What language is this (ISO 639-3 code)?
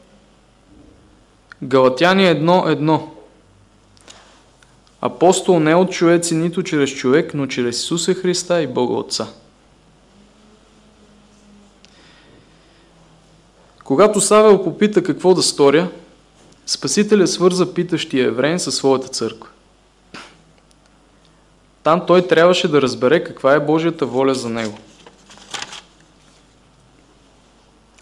bul